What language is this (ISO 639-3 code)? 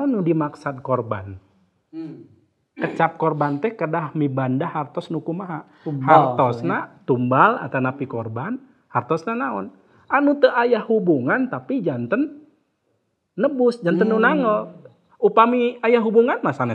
sun